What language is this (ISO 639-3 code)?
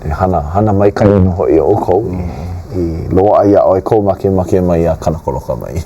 haw